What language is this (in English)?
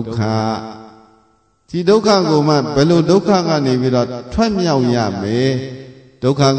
Burmese